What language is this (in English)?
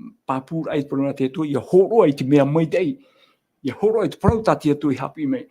Tahitian